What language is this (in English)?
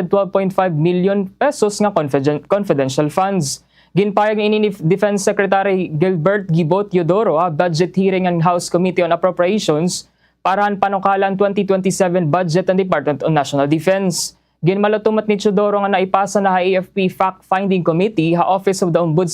Waray